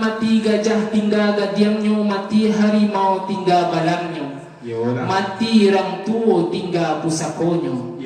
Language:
Minangkabau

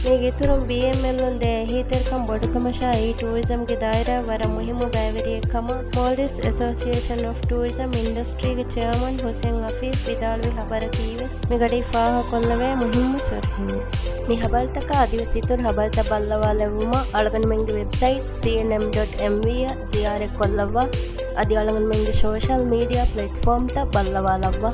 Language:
Divehi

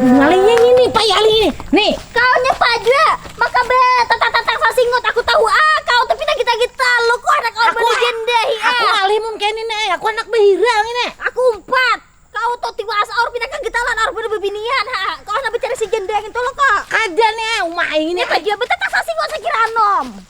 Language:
Banjar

